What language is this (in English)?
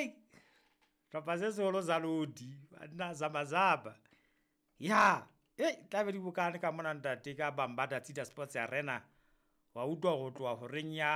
Southern Sotho